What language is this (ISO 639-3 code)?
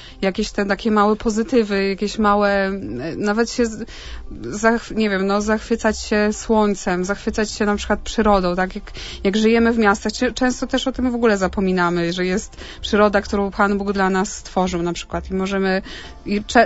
pol